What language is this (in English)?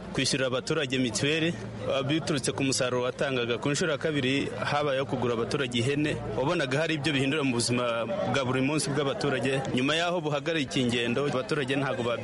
Kinyarwanda